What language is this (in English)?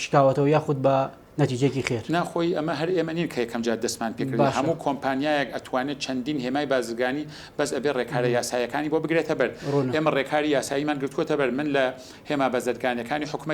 Central Kurdish